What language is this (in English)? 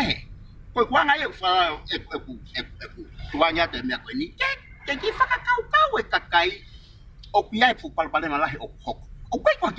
Tongan